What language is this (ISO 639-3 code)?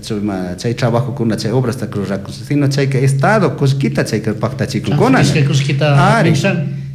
qug